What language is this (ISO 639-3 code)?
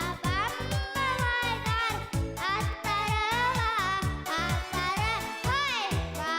bak